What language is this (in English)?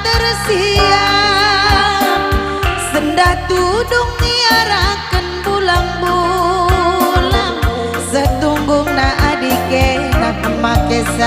Batak Karo